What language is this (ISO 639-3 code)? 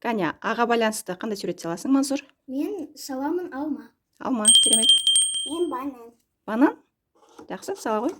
kaz